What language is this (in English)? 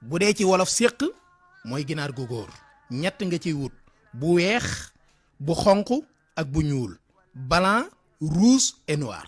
Wolof